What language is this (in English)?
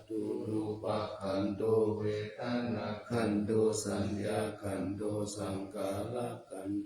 Pali